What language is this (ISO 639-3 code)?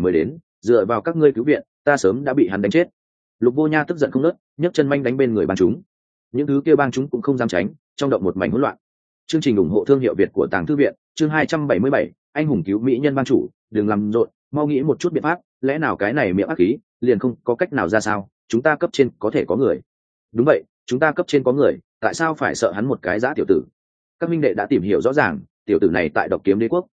vie